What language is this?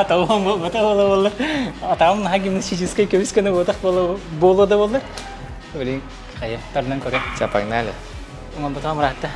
Yakut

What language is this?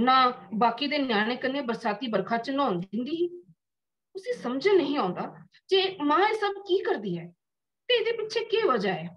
Dogri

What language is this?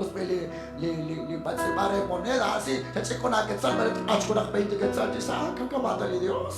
Kekchí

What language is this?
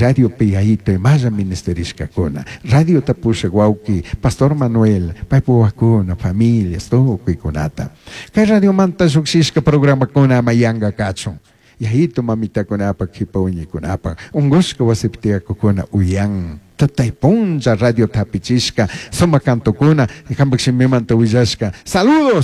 Chimborazo Highland Quichua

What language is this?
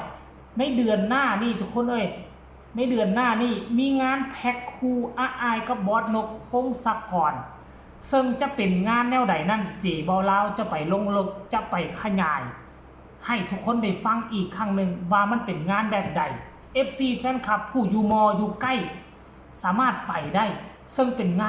Lao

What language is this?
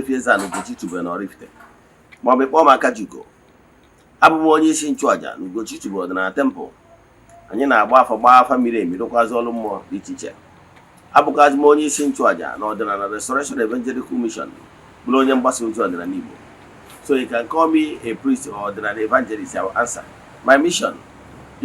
Igbo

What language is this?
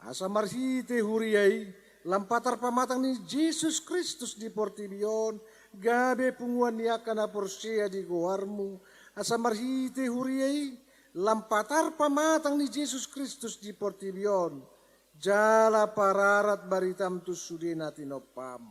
Batak Toba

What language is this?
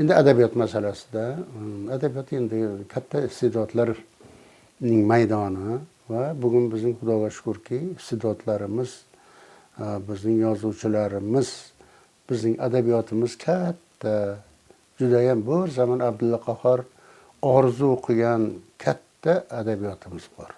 Uzbek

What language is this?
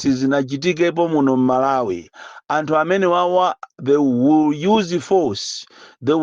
Nyanja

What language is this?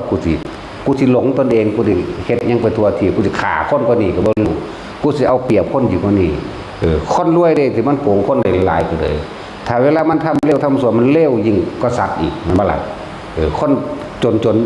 Lao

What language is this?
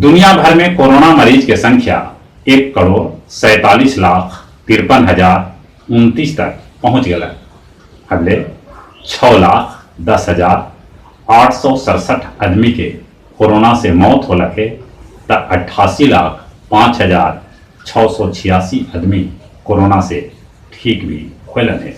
Magahi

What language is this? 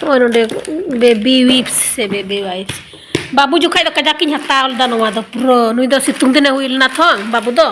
Santali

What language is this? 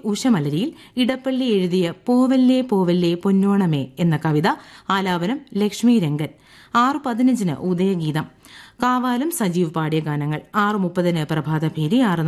Malayalam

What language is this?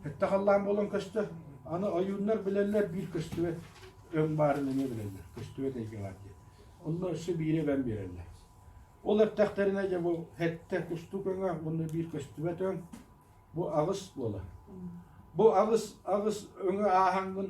Yakut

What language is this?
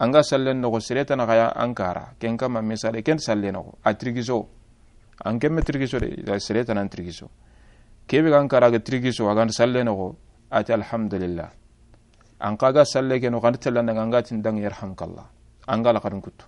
Soninke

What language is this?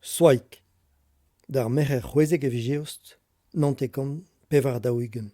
Breton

